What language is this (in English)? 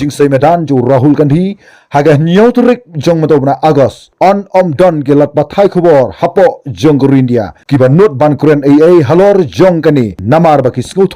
Khasi